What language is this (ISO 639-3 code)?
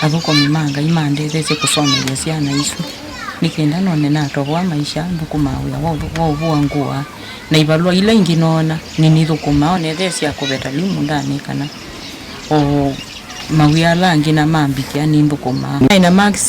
kam